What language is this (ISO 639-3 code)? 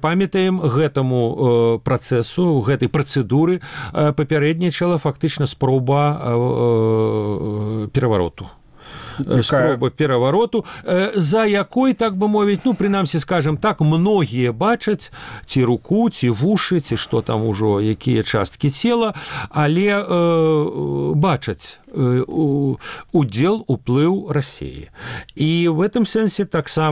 bel